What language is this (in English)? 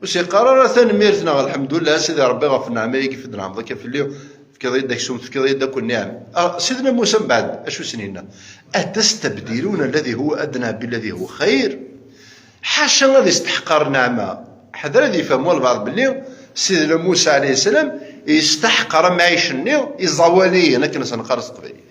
Kabyle